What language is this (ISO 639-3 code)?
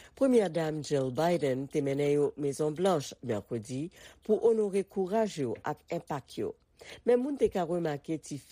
hat